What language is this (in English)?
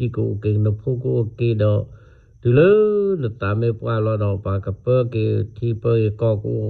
S'gaw Karen